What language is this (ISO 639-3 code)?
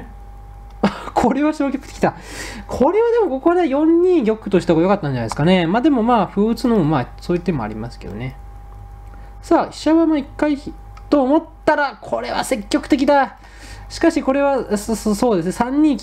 jpn